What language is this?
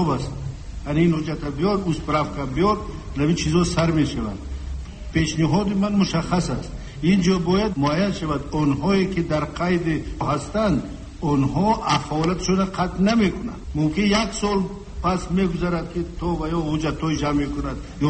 Persian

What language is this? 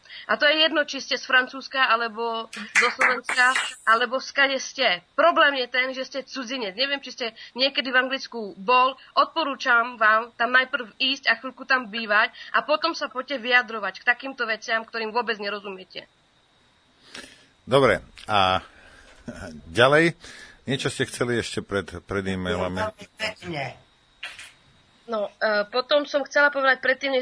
Slovak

